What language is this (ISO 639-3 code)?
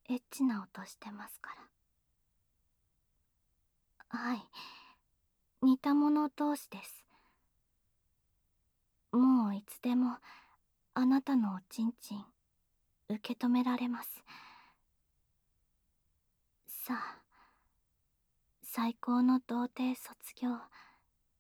jpn